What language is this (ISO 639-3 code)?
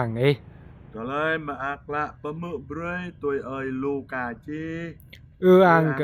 jra